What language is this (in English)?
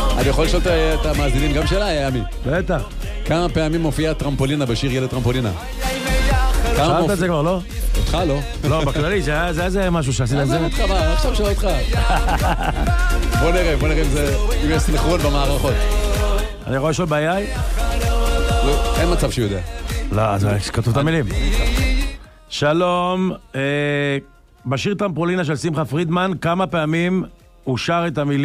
Hebrew